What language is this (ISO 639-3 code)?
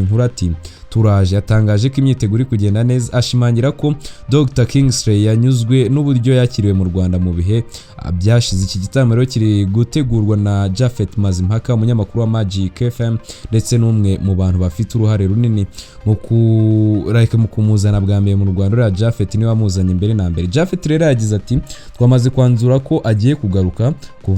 kin